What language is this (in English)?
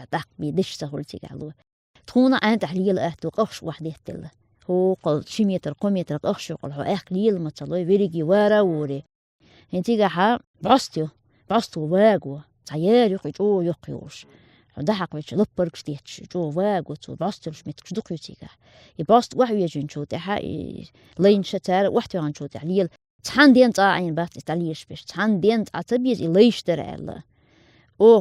Chechen